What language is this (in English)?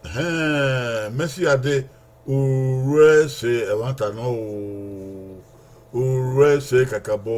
Bini